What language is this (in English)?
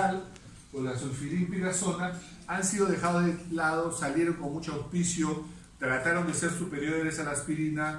Spanish